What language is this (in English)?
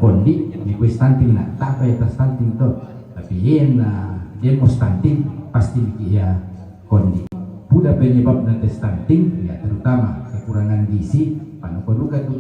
Toraja-Sa'dan